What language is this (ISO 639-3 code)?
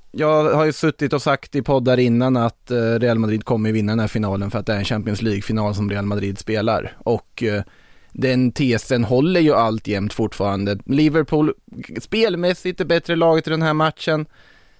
swe